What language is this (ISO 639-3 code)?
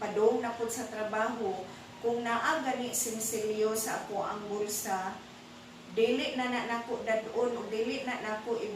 ceb